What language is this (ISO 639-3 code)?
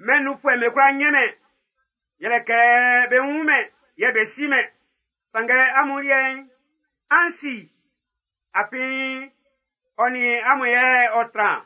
bci